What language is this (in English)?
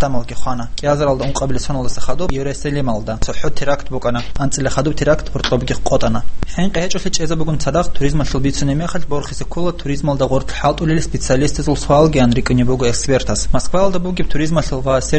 Avaric